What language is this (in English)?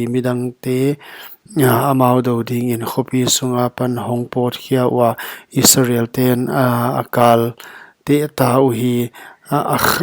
Paite Chin